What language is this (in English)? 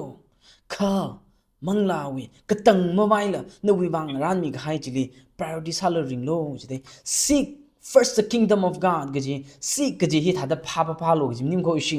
Tangkhul Naga (India)